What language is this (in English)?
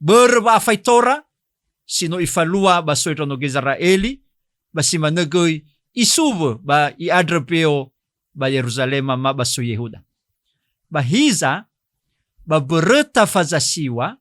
Nias